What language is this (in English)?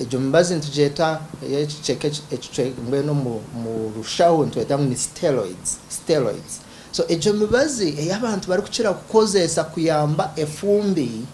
Nyankole